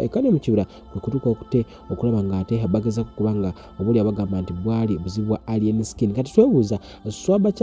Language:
Ganda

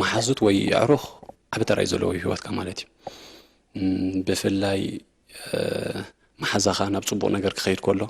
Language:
Tigrinya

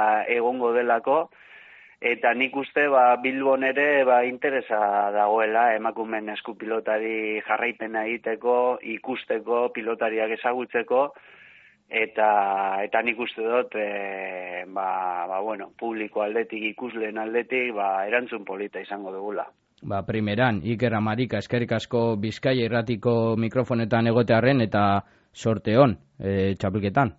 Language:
Basque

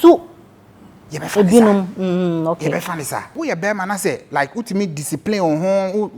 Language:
Akan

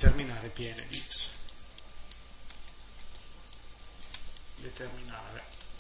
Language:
Italian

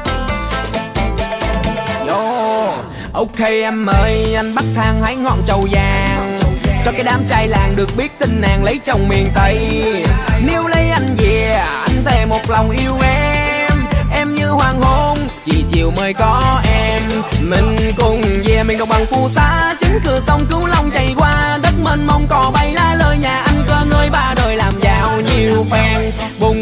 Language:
Vietnamese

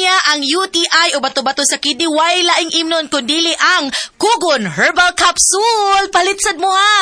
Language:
Cebuano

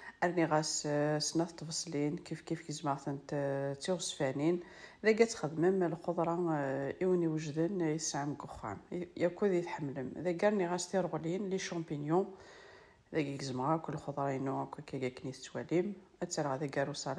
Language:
Kabyle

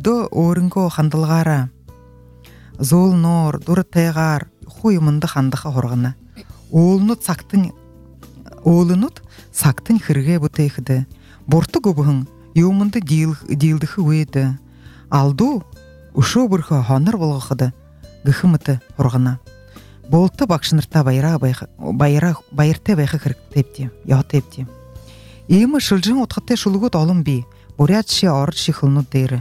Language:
Buriat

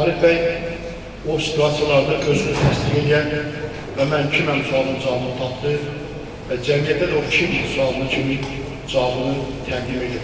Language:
Azerbaijani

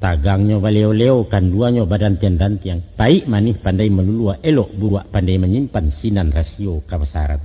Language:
Minangkabau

